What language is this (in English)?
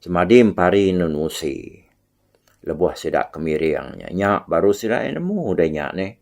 Iban